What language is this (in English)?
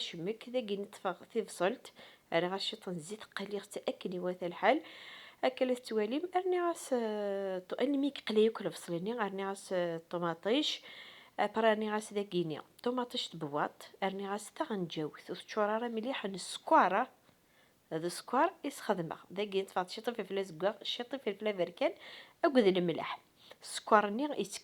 Kabyle